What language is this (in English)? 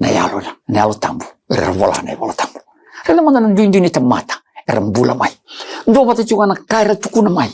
Fijian